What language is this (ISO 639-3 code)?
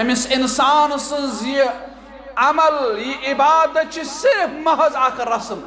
kas